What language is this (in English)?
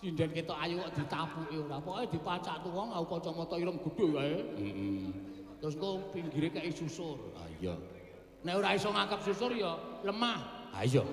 Javanese